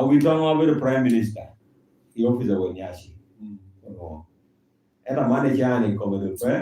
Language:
Lango (Uganda)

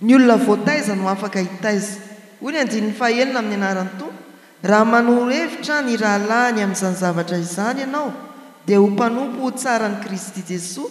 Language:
Malagasy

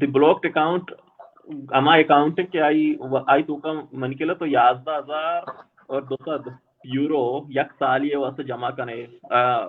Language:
Baluchi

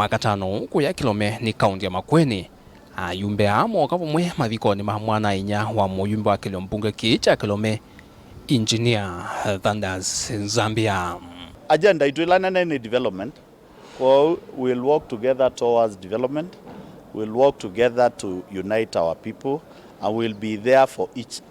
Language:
Kamba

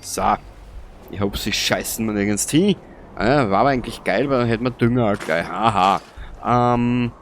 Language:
Bavarian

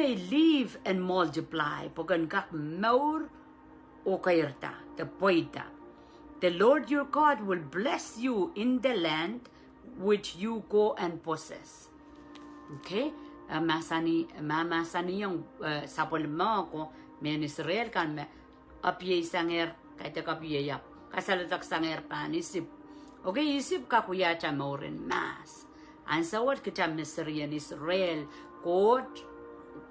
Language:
Pohnpeian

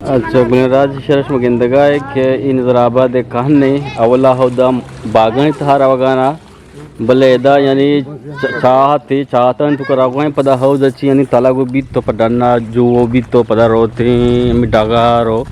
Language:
Eastern Balochi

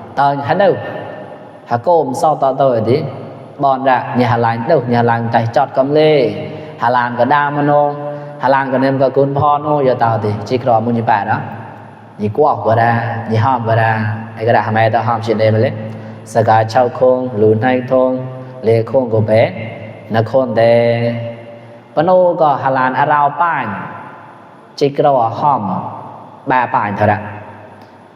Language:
Mon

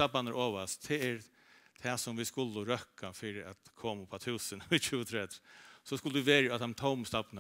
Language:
Faroese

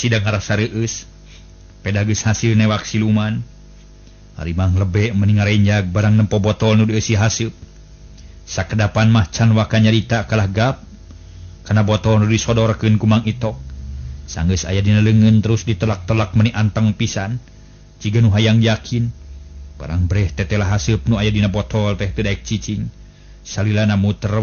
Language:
Sundanese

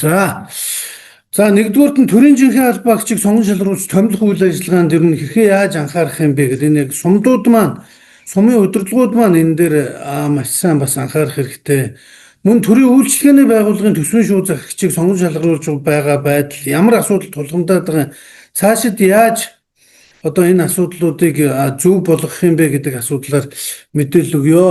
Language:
Mongolian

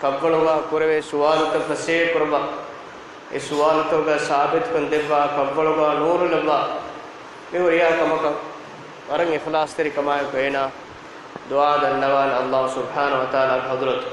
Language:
Divehi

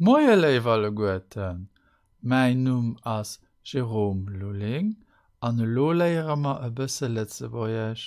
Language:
Luxembourgish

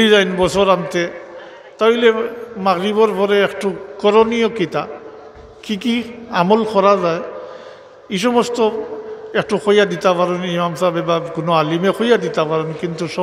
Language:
Sylheti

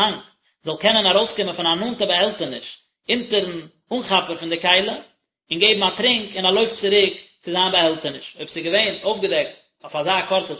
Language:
Yiddish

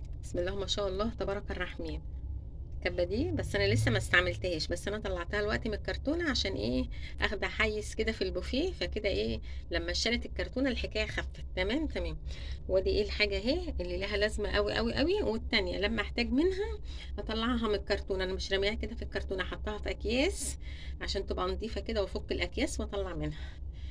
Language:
Egyptian Arabic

